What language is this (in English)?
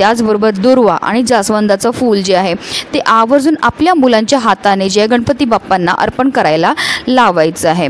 Marathi